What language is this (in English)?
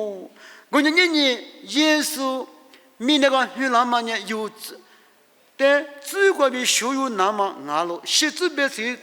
Lisu